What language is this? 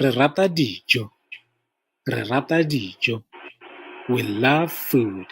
Tswana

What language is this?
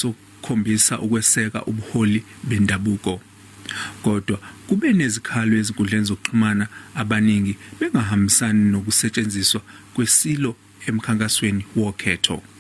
Zulu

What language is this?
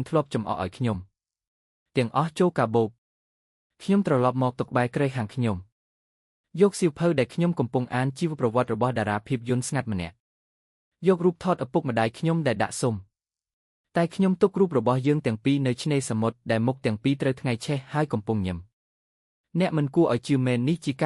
Khmer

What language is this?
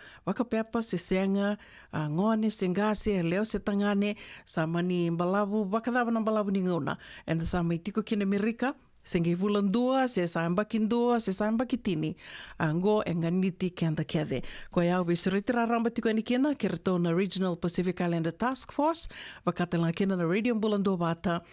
Fijian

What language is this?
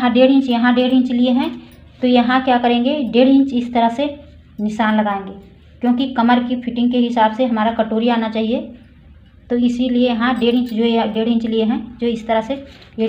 Hindi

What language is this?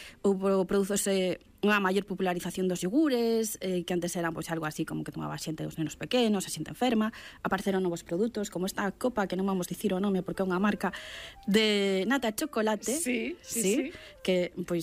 Galician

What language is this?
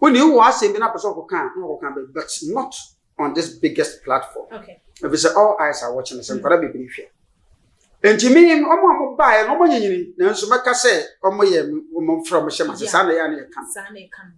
Akan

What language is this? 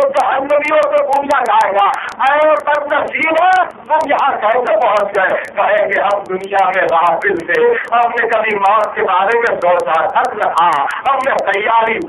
Urdu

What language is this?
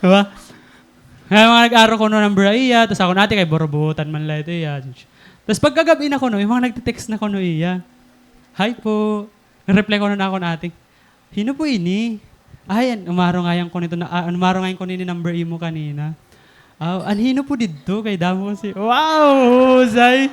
Waray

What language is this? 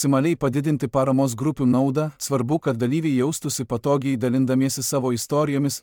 Lithuanian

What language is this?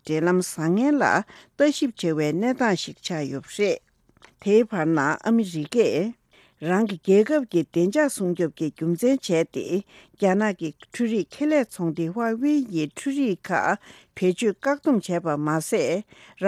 Tibetan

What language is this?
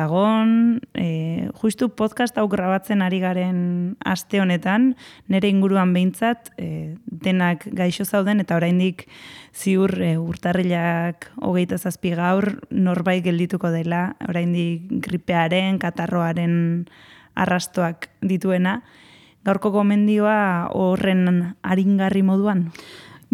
Basque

